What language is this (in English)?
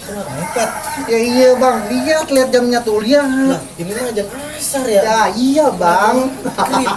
Betawi